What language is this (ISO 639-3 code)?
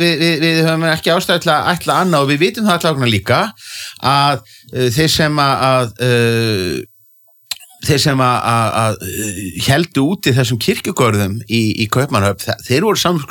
isl